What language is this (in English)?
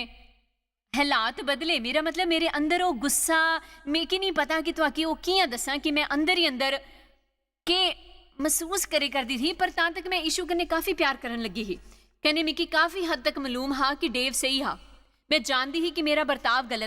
Dogri